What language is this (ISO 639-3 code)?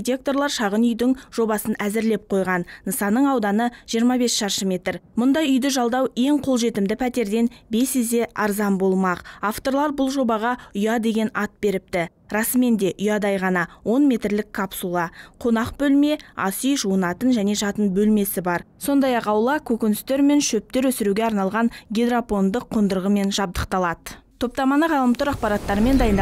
kaz